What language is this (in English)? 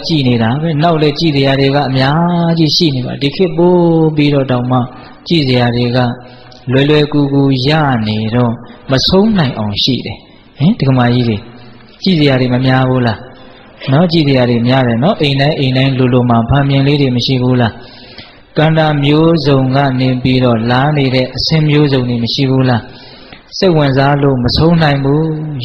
Burmese